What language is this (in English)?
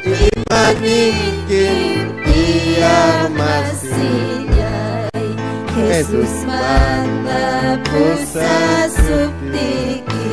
Ayacucho Quechua